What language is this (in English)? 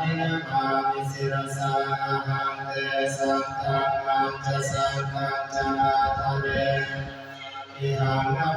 Pali